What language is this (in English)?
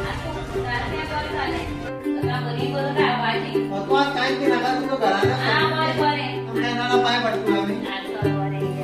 Konkani